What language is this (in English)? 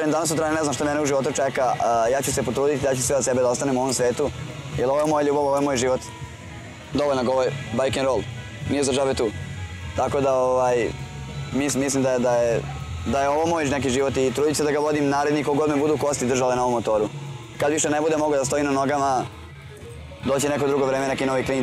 Serbian